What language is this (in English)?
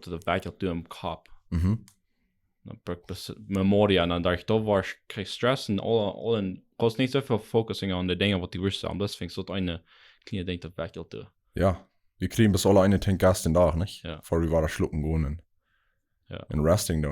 Plautdietsch